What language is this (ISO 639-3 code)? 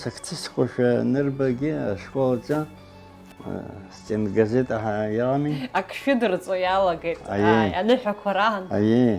abk